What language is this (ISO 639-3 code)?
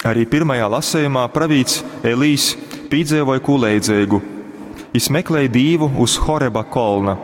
ltg